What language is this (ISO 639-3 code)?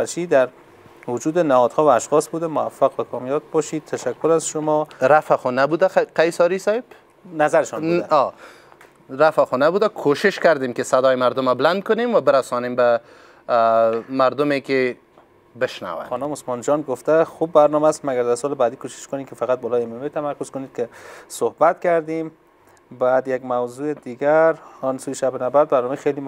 fas